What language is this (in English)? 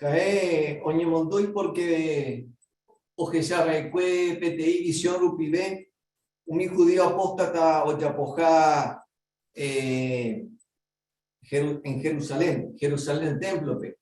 Guarani